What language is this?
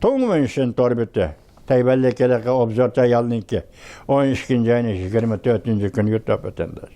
Uyghur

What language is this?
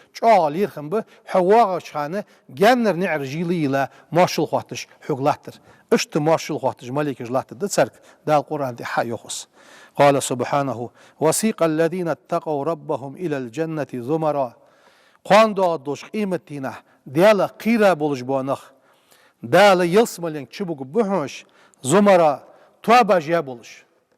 Ingush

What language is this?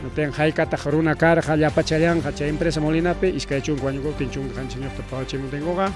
Ayacucho Quechua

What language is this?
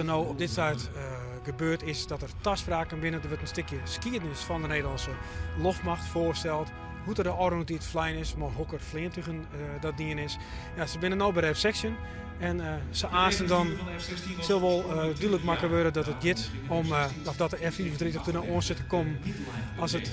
Western Frisian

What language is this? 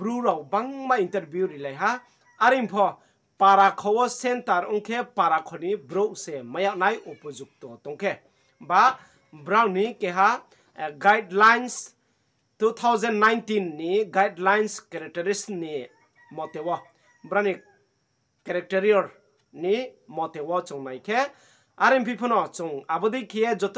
Riang (India)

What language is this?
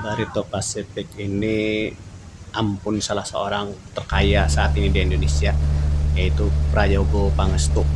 Banjar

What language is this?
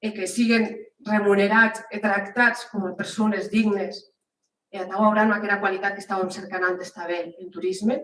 Occitan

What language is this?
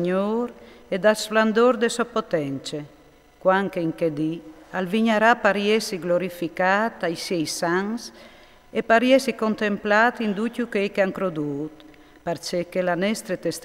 Friulian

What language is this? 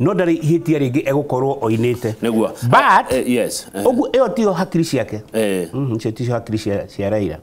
Kikuyu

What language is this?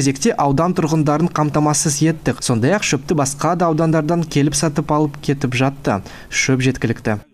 Kazakh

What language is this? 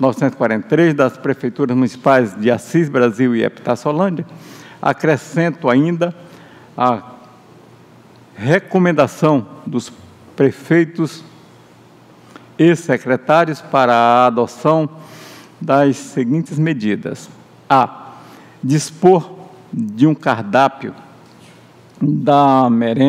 Portuguese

